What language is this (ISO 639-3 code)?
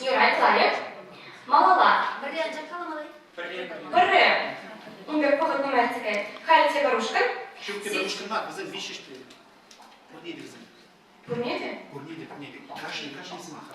chv